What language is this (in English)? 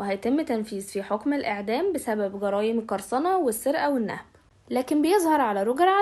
Egyptian Arabic